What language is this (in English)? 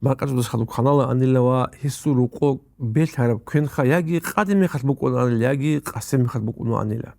Avaric